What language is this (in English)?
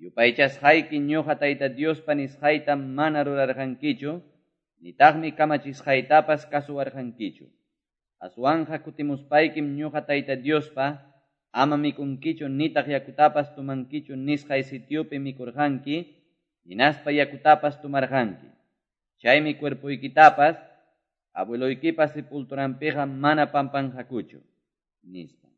Quechua